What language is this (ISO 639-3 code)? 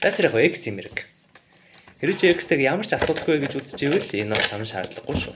mon